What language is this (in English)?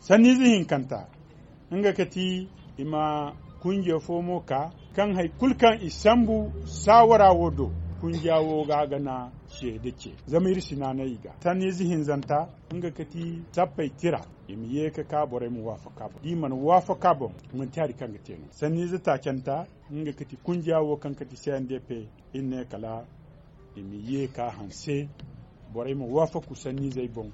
Zarma